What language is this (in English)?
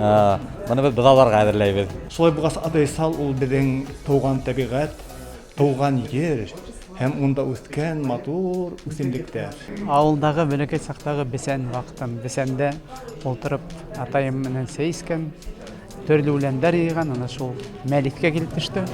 Bashkir